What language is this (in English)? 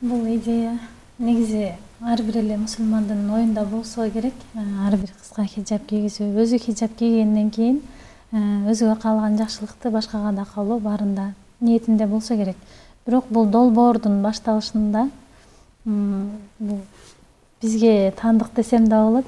Kyrgyz